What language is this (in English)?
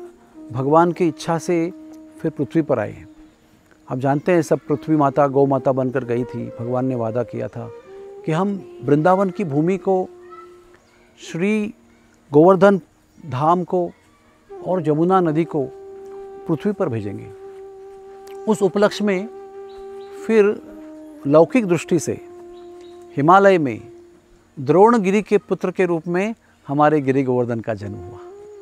Hindi